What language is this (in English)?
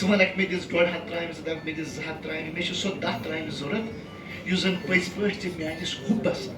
Kashmiri